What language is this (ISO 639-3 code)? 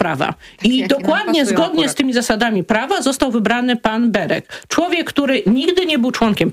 pol